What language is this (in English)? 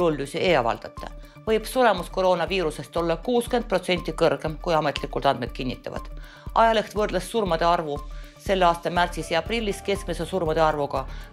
Estonian